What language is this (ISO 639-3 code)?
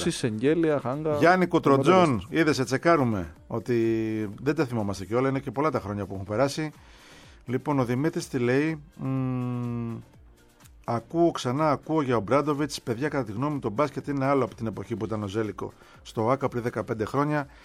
ell